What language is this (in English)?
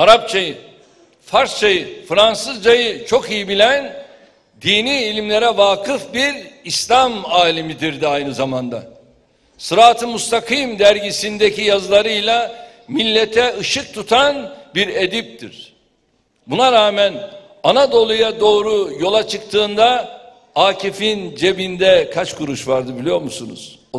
Turkish